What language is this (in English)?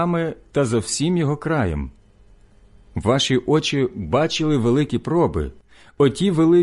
Ukrainian